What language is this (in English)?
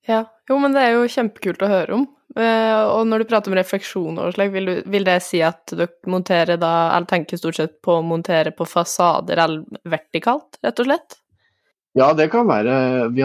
Norwegian